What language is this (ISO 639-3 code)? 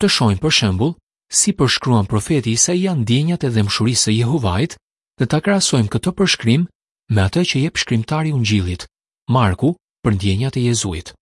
sqi